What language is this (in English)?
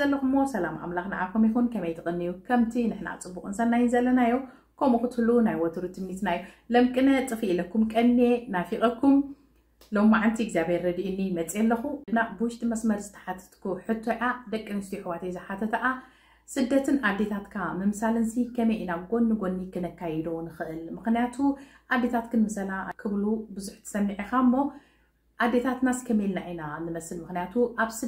Tigrinya